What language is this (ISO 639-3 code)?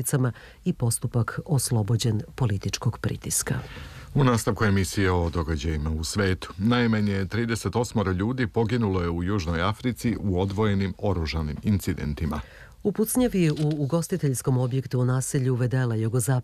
srp